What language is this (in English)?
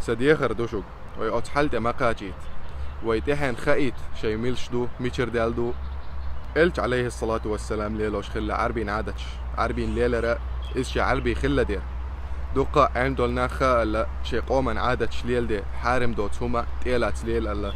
Chechen